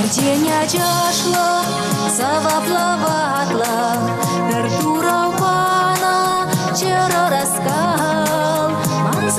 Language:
Chuvash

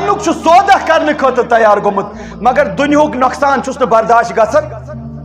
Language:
Kashmiri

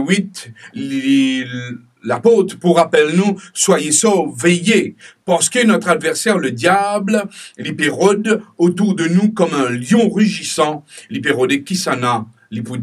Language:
Morisyen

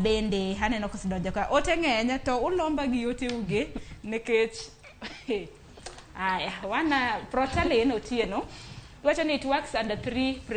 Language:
Luo (Kenya and Tanzania)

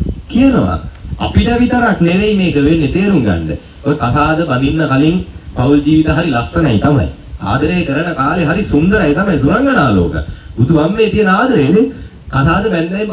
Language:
Sinhala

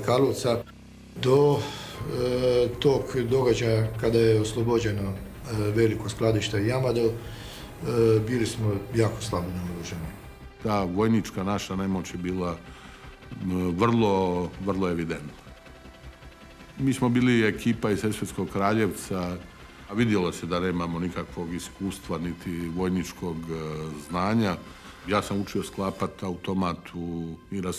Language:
Croatian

